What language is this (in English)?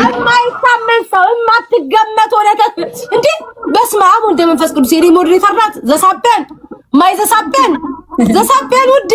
Amharic